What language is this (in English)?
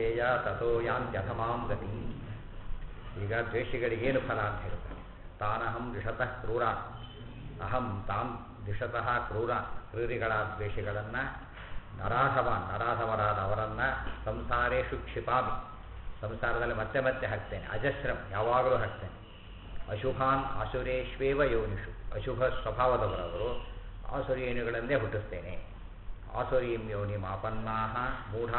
Kannada